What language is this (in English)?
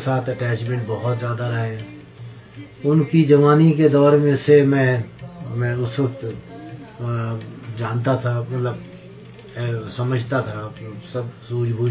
Urdu